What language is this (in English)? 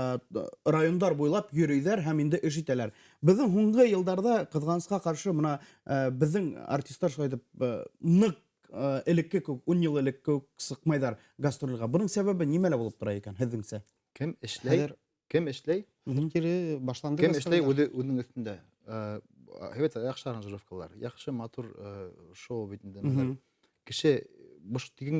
Bashkir